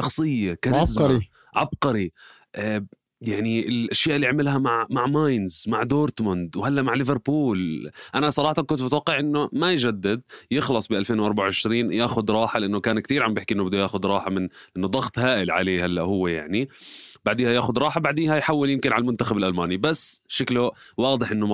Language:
North Levantine Arabic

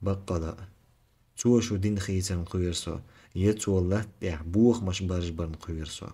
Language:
Chechen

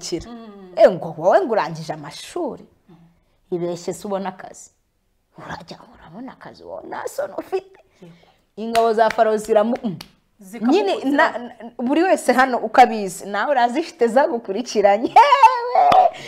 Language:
Kinyarwanda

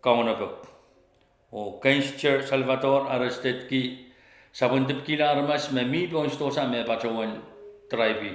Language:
Pohnpeian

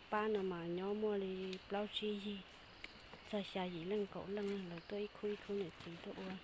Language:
Hmong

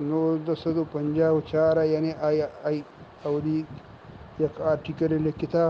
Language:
Eastern Balochi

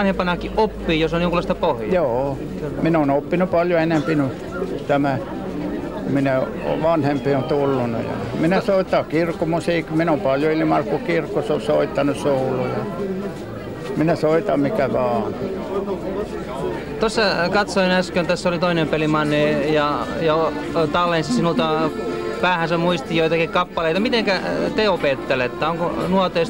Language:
Finnish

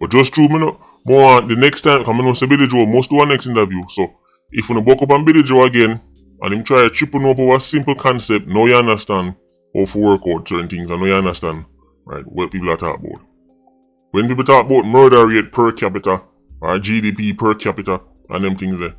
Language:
Jamaican Creole English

